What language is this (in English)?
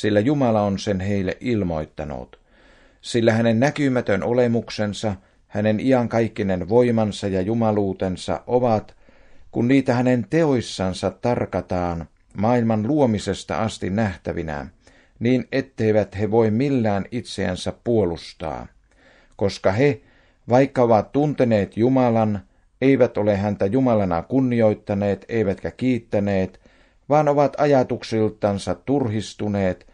Finnish